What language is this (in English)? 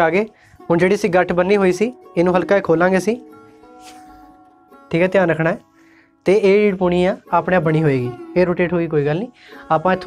Punjabi